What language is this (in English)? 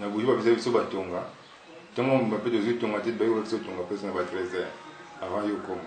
Lingala